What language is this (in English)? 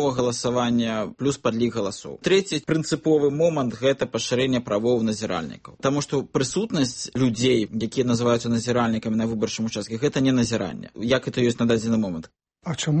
Belarusian